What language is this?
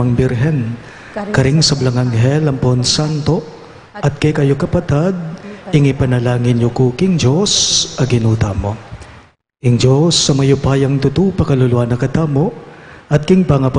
Pampanga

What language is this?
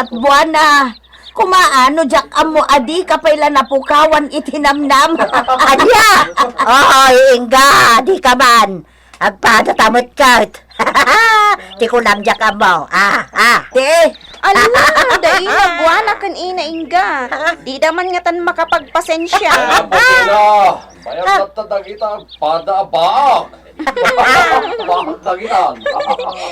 Iloko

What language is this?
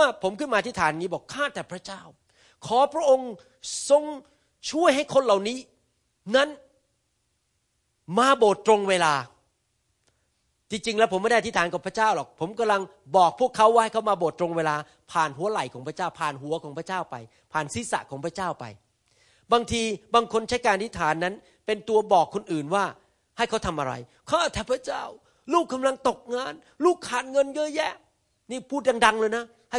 Thai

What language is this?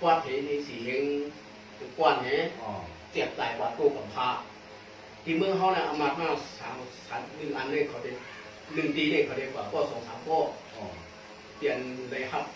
Shan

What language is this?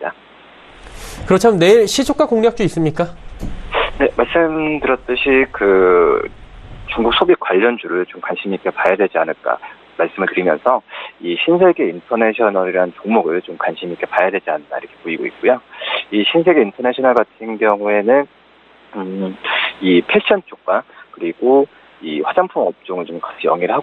Korean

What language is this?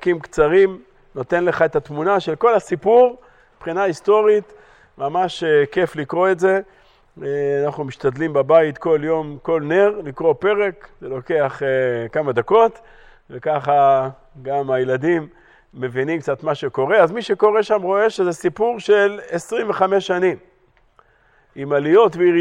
Hebrew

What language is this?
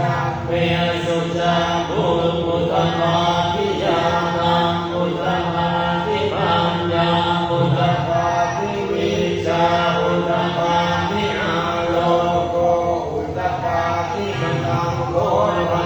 Pali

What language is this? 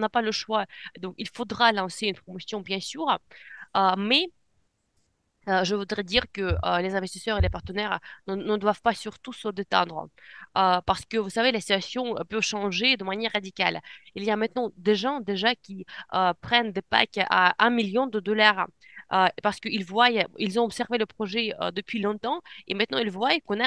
French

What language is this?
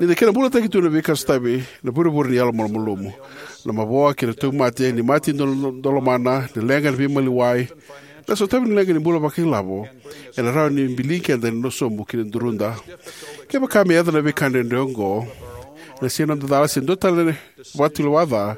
Fijian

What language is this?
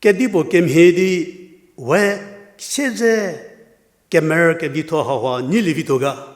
Angami Naga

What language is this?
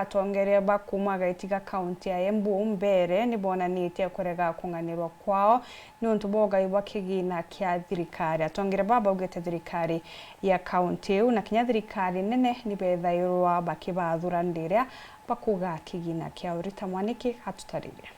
Meru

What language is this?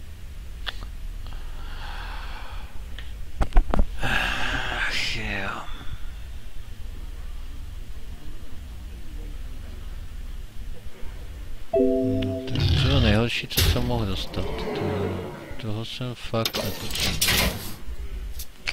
Czech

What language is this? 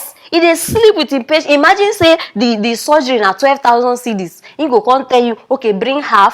Nigerian Pidgin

